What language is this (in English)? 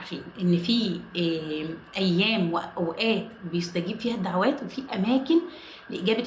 Egyptian Arabic